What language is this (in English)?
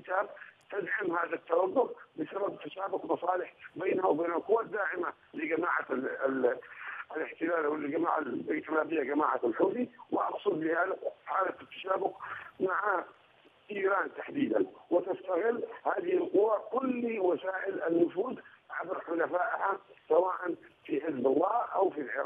Arabic